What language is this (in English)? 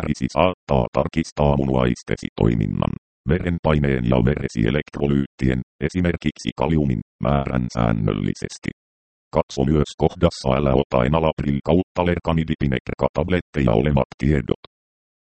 Finnish